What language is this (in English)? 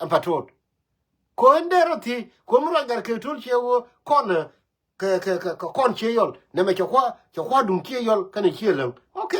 Nuer